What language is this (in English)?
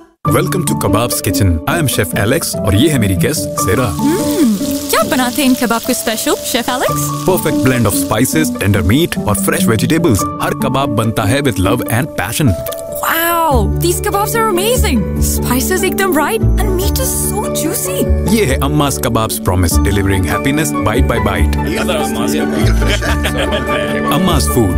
Hindi